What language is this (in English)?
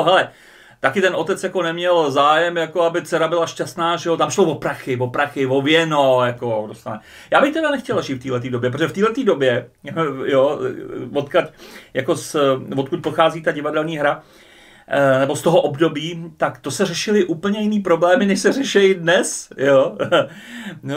Czech